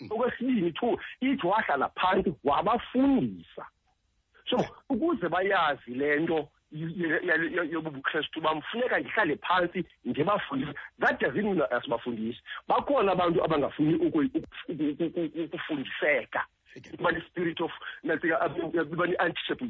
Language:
Xhosa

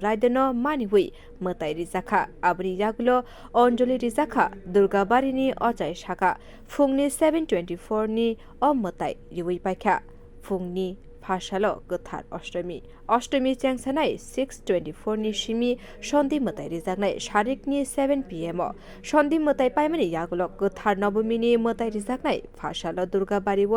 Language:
Kok Borok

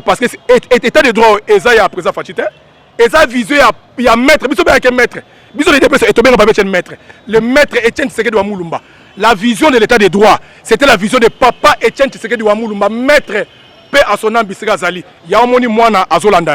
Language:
Lingala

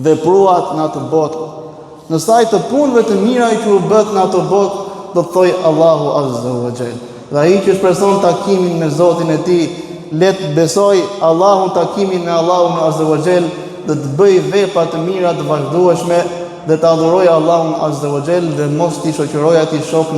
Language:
Albanian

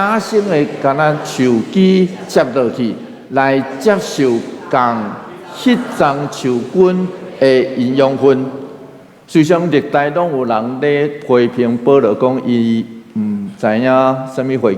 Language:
Min Nan Chinese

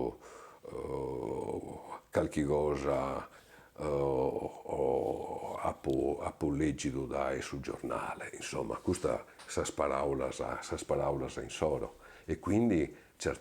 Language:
Sardinian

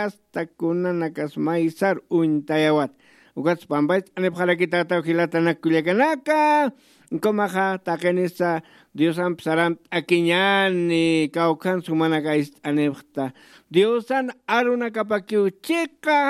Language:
Aymara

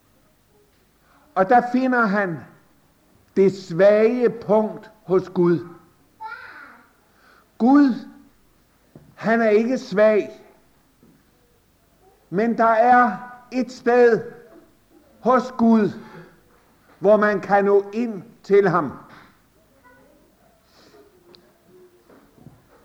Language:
Danish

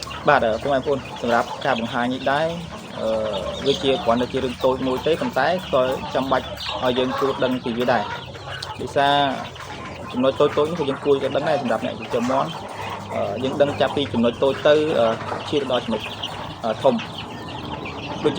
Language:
Khmer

